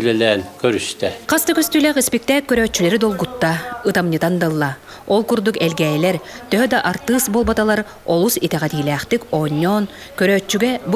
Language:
Yakut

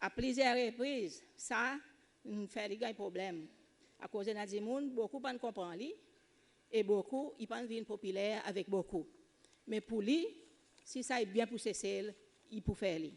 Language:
Seselwa Creole French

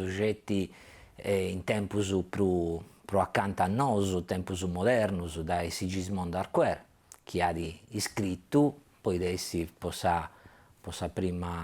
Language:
Sardinian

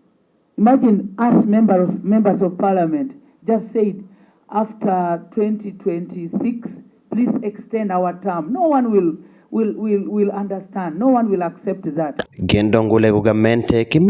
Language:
Acoli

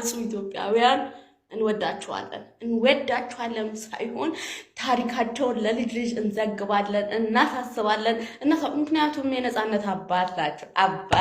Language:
Amharic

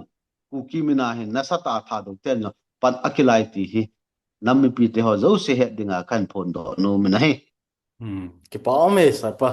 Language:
Thado Chin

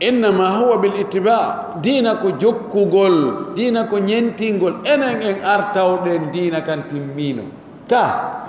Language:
Pular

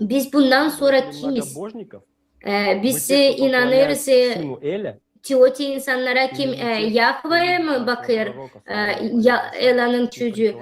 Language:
Gagauz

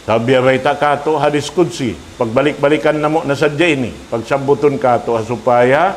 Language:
Tausug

